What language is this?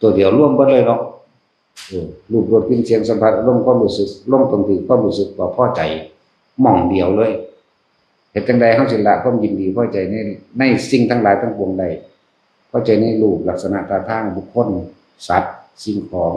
Northeastern Thai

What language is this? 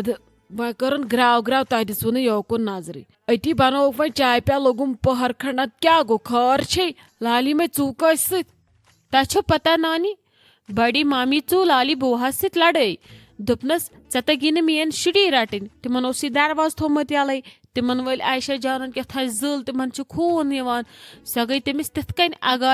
Kashmiri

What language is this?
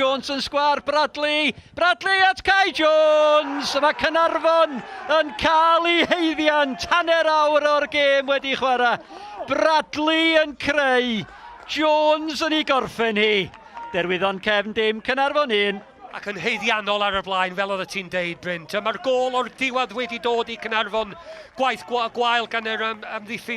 Welsh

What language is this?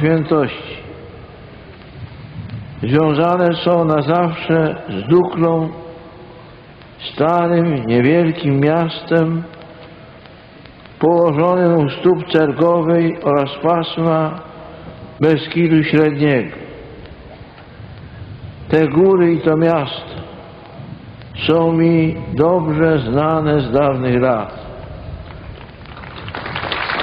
Polish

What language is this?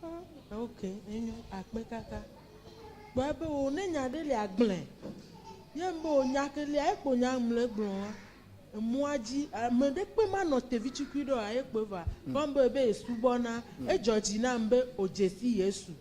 Ewe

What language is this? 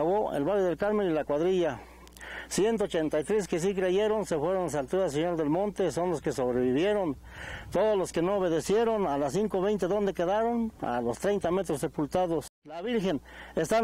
Spanish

